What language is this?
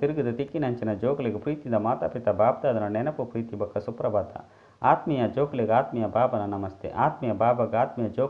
Tulu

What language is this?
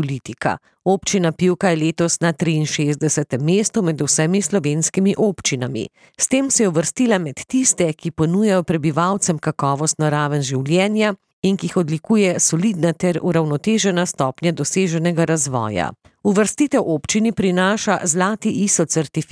Slovenian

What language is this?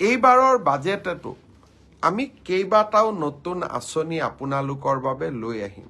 Assamese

